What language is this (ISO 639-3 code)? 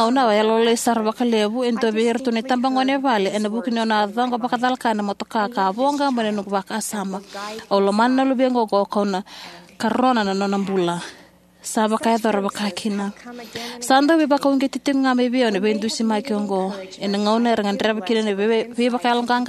fij